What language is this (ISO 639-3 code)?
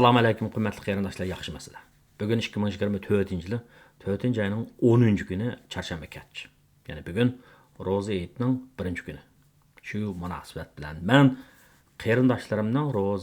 uig